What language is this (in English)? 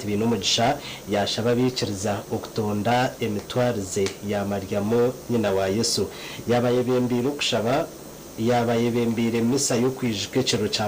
Nyankole